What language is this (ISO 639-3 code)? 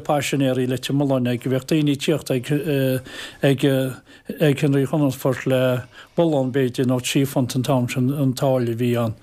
gle